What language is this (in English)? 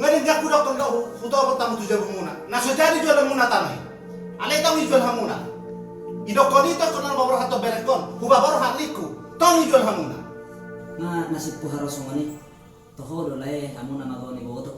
Batak Toba